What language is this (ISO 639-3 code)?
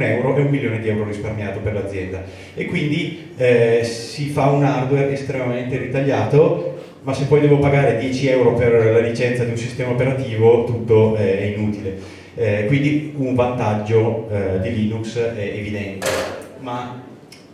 ita